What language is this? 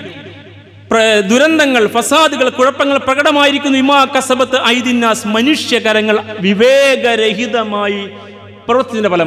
Malayalam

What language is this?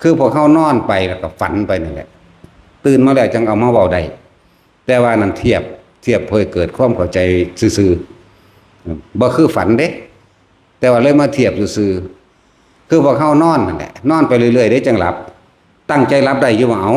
Northeastern Thai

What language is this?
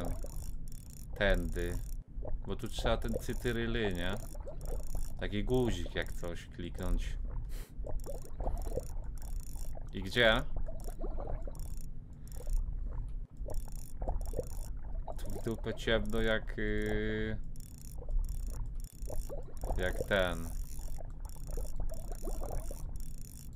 Polish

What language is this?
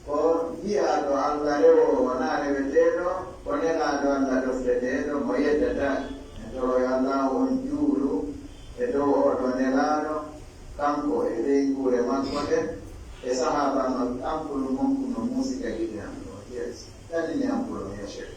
Pular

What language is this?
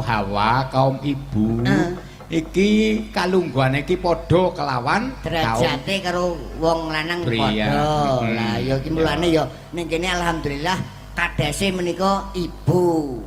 Javanese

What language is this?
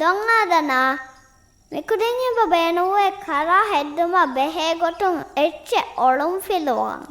Divehi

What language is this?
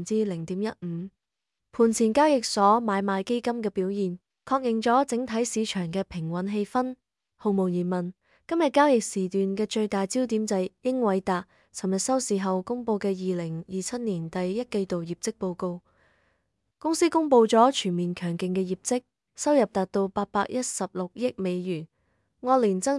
Cantonese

